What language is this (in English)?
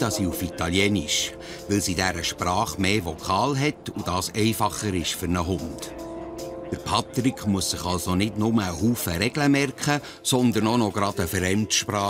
Swiss German